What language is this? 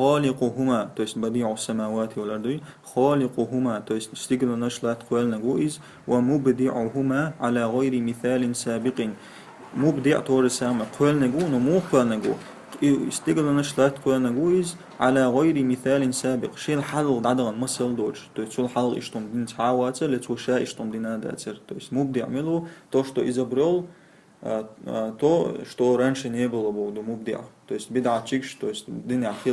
Chechen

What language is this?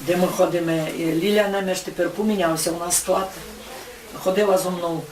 Rusyn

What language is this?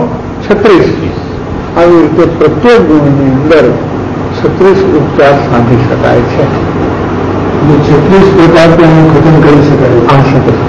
Gujarati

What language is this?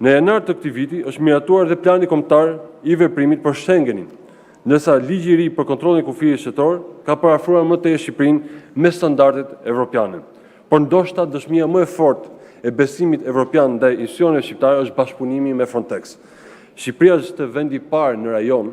Albanian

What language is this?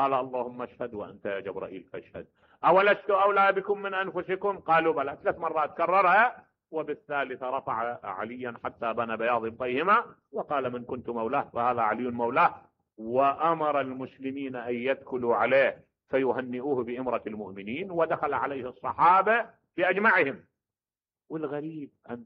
Mesopotamian Arabic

